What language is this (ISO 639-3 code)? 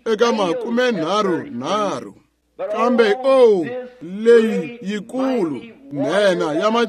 tso